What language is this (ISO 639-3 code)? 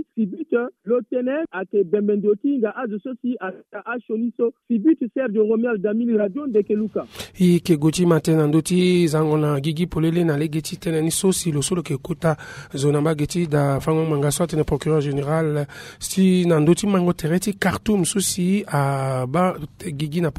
sag